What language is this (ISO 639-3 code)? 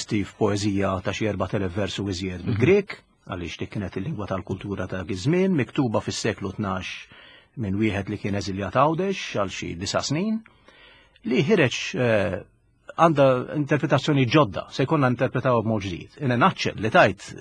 mlt